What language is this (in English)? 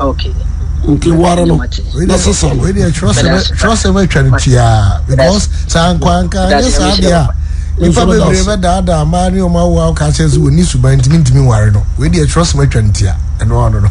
Akan